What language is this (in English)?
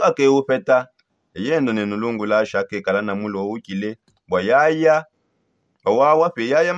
Songe